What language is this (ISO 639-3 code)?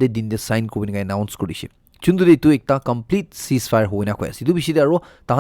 nag